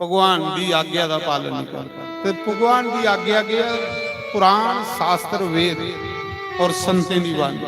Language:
Dogri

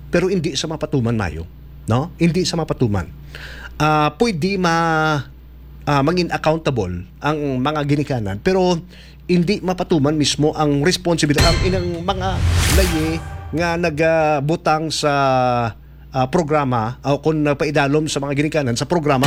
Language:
Hiligaynon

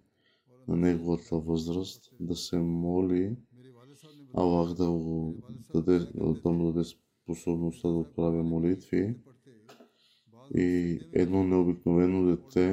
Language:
Bulgarian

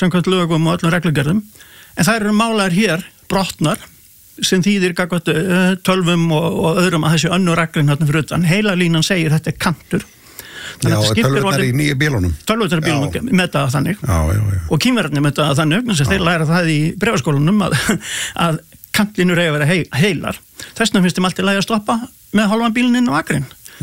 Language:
Icelandic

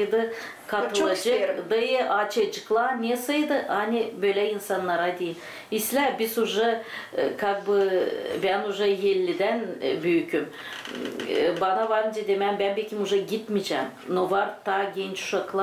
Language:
Gagauz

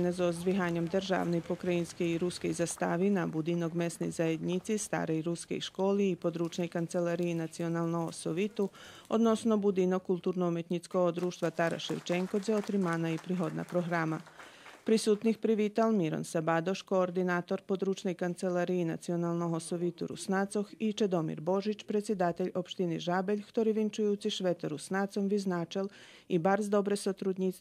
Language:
Rusyn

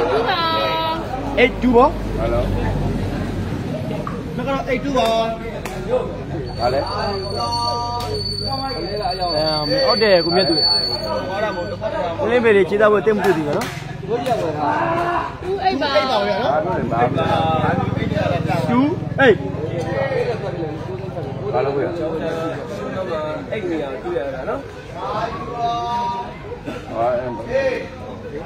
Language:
Burmese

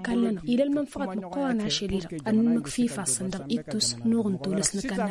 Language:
Tamasheq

